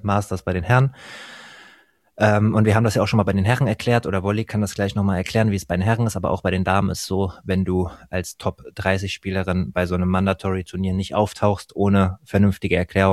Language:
German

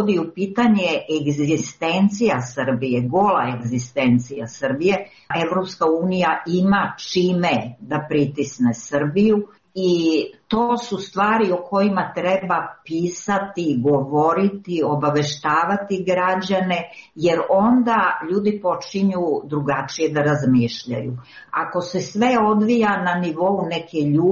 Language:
Serbian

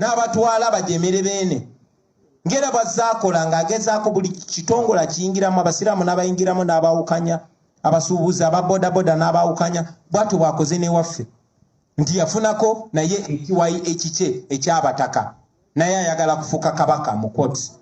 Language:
Ganda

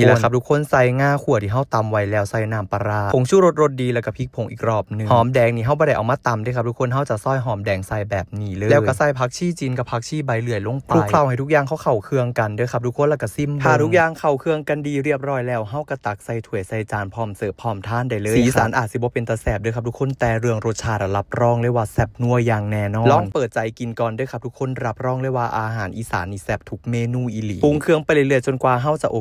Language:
Northeastern Thai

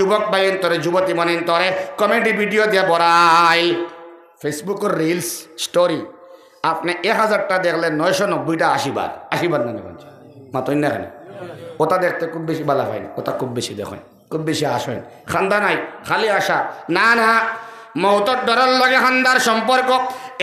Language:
Sylheti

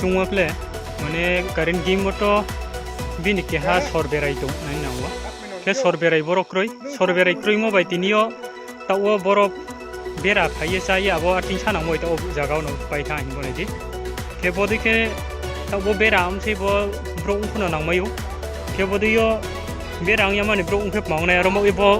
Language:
Riang (India)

